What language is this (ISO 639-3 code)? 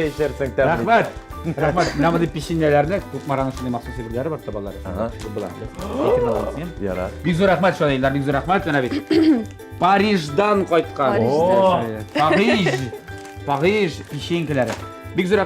tat